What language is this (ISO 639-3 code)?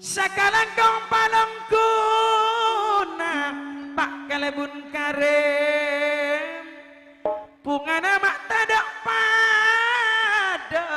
mad